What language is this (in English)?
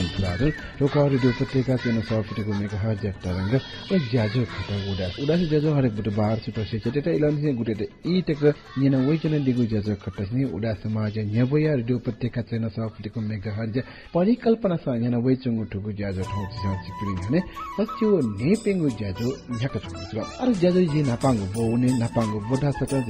Newari